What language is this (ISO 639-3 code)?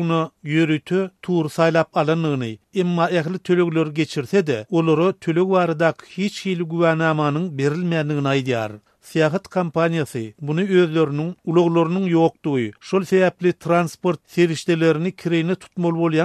tuk